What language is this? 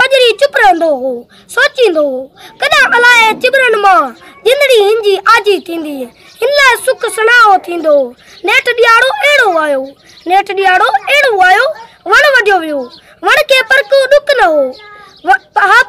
Sindhi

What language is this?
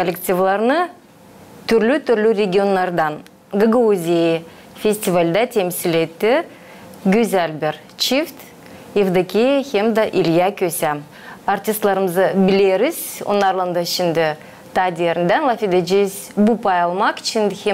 Gagauz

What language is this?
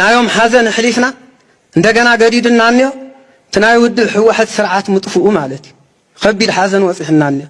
Tigrinya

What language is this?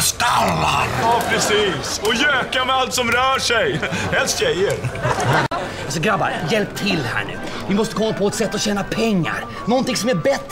Swedish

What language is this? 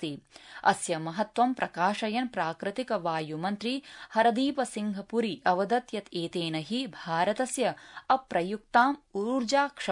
Sanskrit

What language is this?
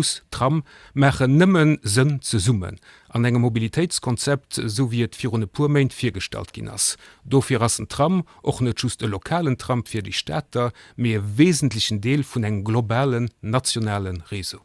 Luxembourgish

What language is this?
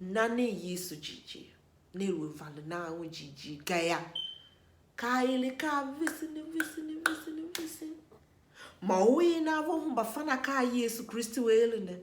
Tiv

